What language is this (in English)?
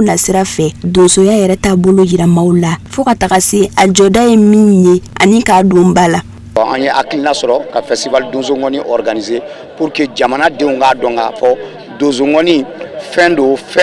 Bambara